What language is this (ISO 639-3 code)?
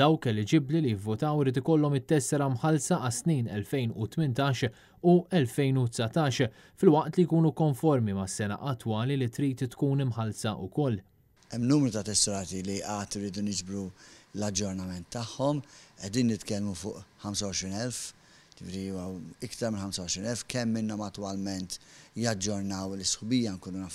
mlt